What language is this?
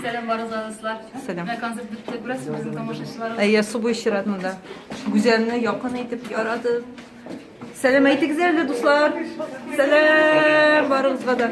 Tatar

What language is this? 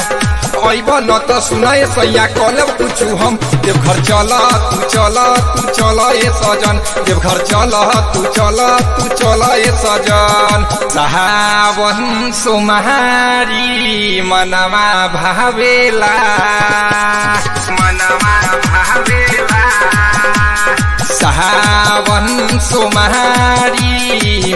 Bhojpuri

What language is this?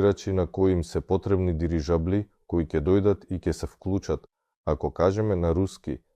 Macedonian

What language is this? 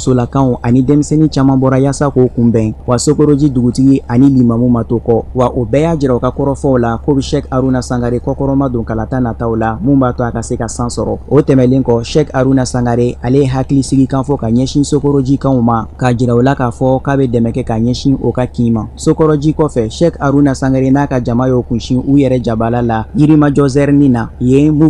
Bambara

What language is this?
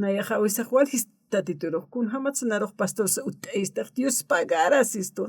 Aymara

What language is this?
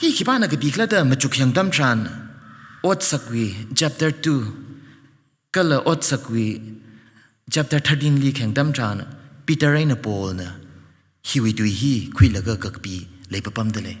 Tangkhul Naga (India)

